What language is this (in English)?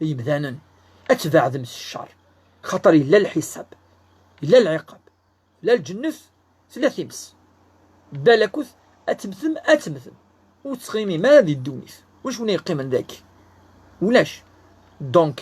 Kabyle